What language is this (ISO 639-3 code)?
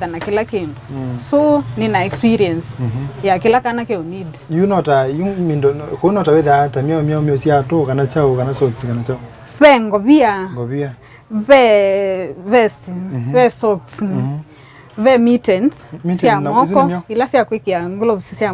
kam